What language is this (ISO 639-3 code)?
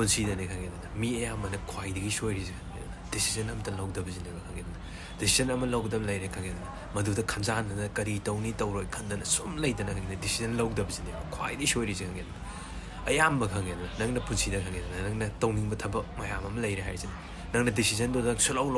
mni